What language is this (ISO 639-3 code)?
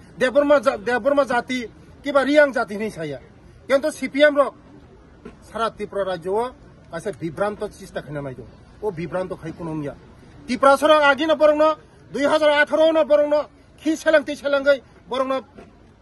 trp